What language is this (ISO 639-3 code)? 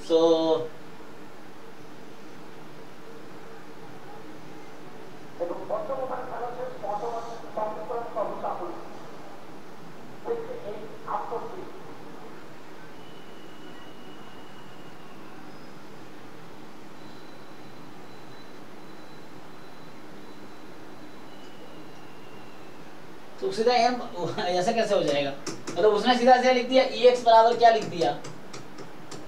hin